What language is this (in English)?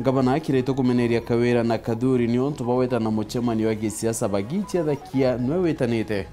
Meru